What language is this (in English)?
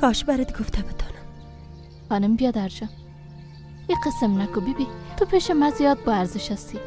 Persian